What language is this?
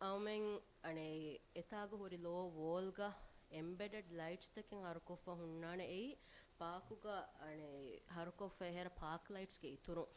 Divehi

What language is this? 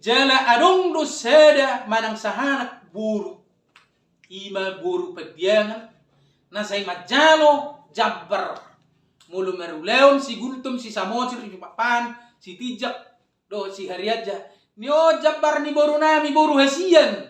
Batak Toba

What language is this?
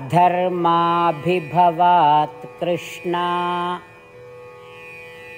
Odia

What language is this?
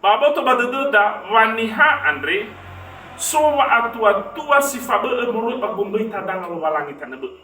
Nias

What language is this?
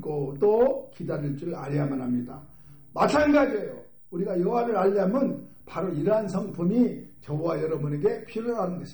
Korean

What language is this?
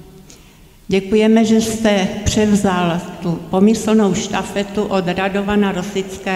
Czech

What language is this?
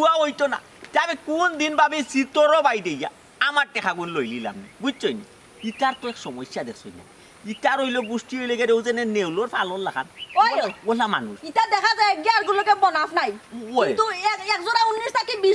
Sylheti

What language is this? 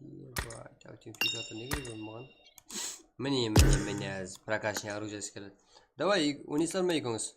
Kara-Kalpak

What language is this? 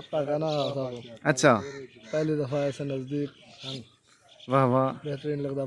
Saraiki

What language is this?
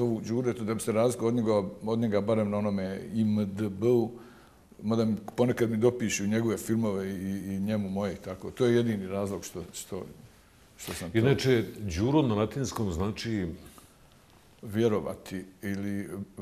Bosnian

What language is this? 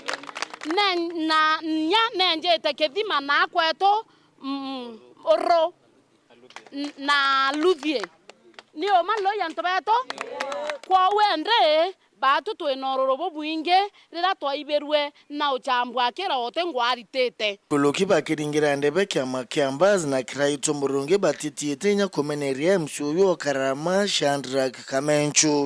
Meru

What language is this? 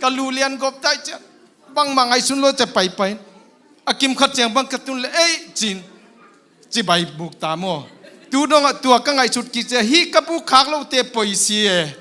Tedim Chin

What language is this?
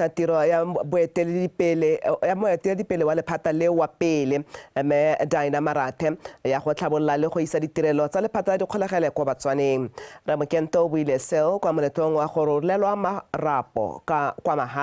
Tswana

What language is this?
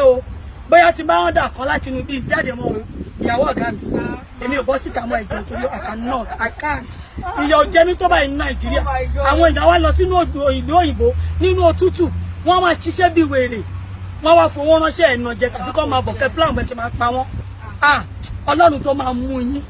Yoruba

